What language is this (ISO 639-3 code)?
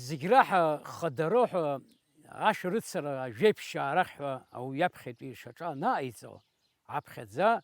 abk